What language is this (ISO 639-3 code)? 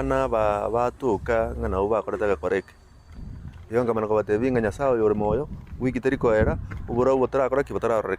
guz